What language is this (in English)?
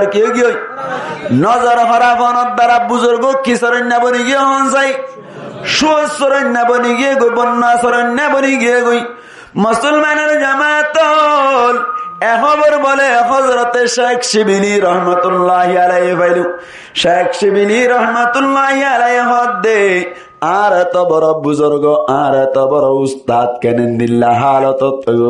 Rohingya